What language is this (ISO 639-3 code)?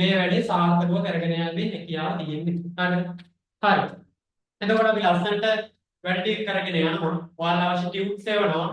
sin